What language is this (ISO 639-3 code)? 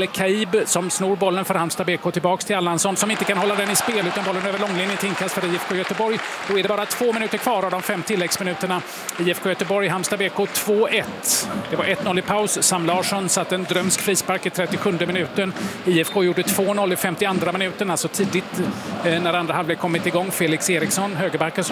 swe